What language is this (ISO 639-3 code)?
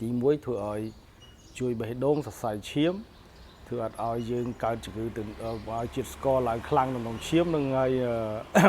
khm